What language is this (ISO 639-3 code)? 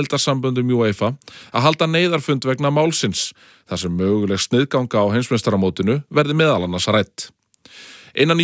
isl